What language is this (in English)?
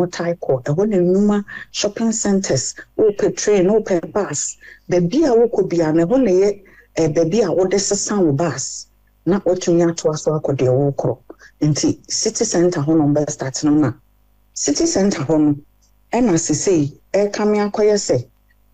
Akan